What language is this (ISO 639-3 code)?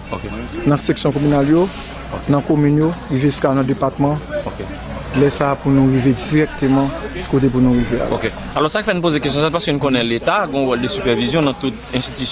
hat